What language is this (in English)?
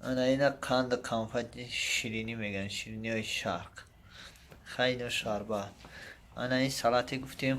Tajik